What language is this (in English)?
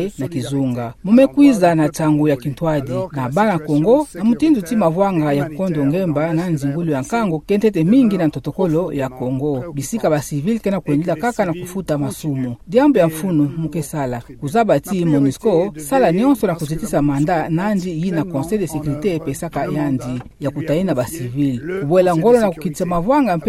Kituba (Democratic Republic of Congo)